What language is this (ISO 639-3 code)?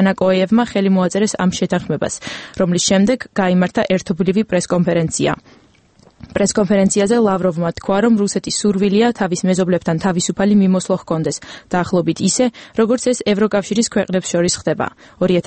kat